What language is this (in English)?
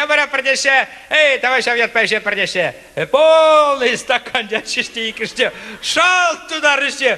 Chuvash